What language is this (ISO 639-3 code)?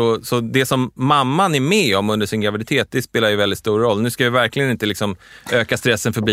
swe